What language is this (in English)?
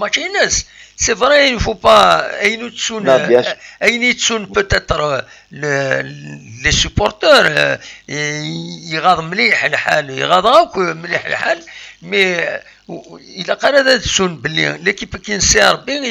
Kabyle